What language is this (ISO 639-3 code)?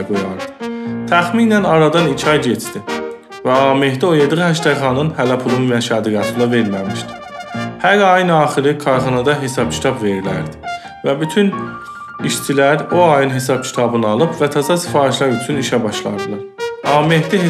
azb